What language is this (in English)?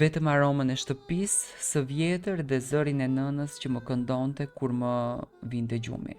Albanian